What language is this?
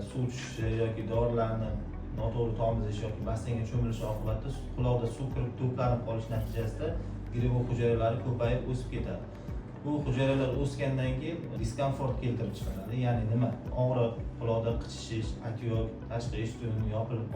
Uzbek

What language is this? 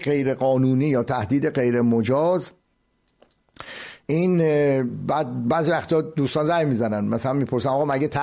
Persian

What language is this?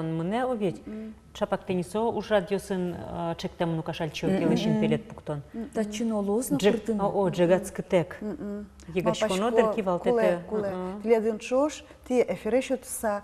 Udmurt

